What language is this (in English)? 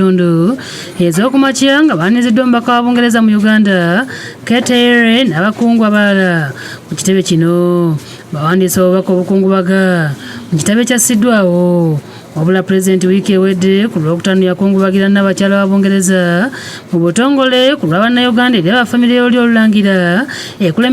Ganda